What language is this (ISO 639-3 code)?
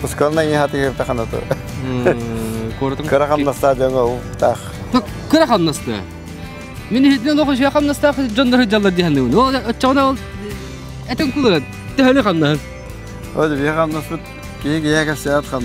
sah